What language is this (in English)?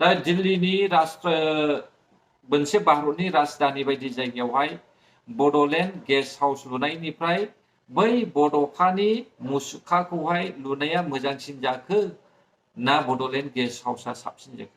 Bodo